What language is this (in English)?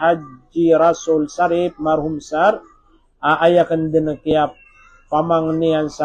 Maranao